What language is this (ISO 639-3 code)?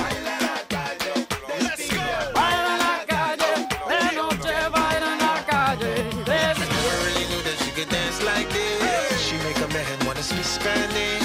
tha